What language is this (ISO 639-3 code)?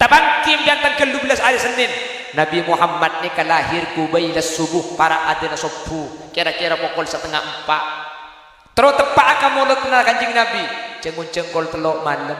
mad